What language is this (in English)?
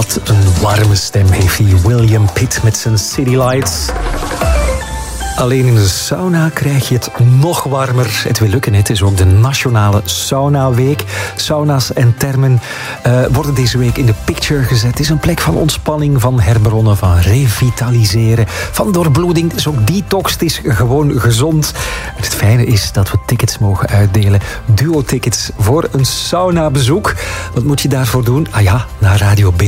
Dutch